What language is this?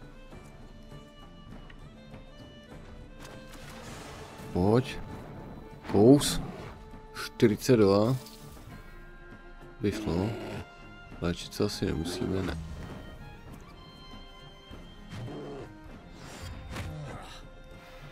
Czech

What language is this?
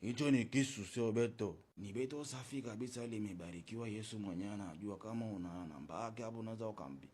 Swahili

